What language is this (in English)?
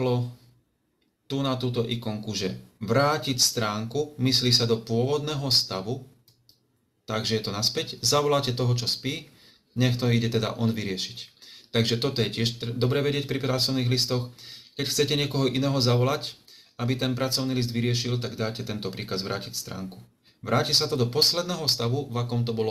Slovak